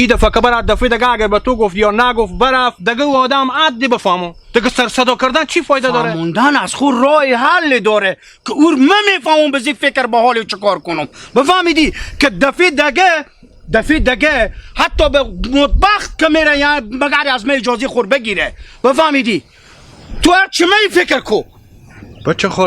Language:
Hazaragi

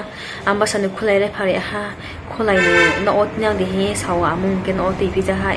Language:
Riang (India)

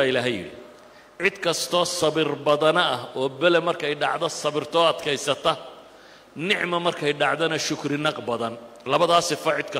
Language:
Somali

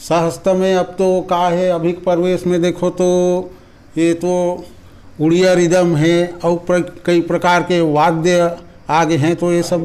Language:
Chhattisgarhi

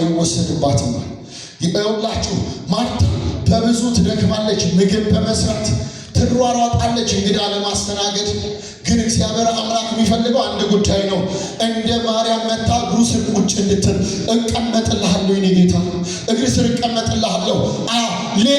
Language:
Amharic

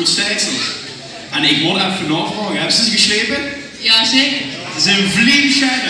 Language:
Limburgish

